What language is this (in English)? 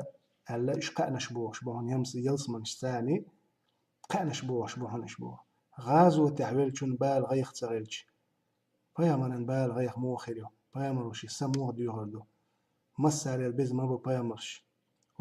Chechen